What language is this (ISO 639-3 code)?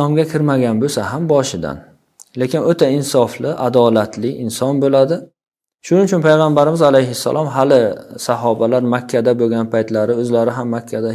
uzb